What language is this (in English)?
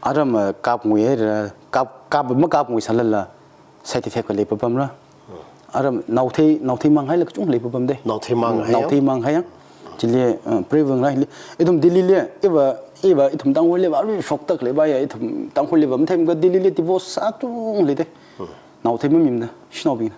Tangkhul Naga (India)